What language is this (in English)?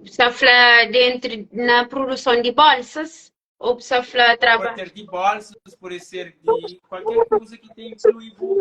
Kabuverdianu